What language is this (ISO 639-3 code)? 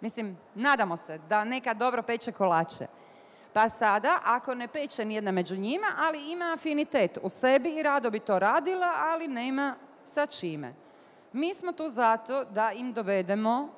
bos